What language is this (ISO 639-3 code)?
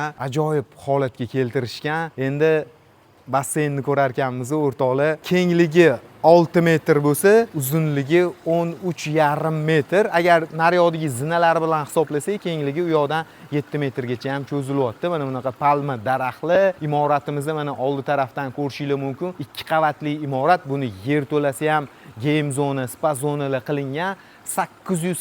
uzb